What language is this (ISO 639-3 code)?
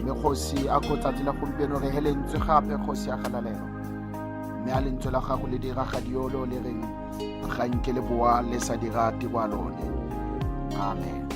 tsn